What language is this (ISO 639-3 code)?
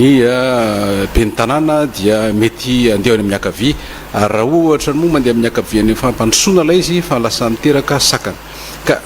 mlg